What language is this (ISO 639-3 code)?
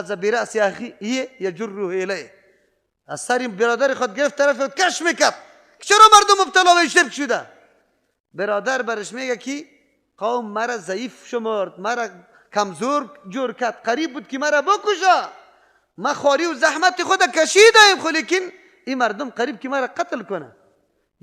fas